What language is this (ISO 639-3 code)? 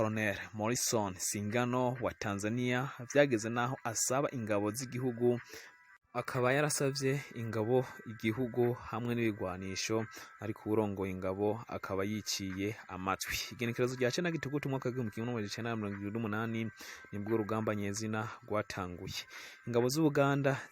run